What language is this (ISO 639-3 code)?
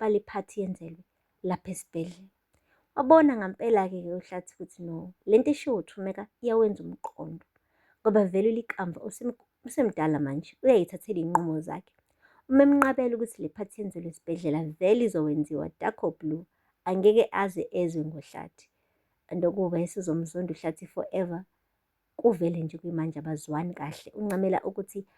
zul